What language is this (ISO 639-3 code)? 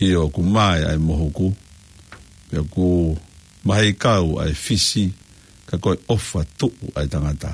ton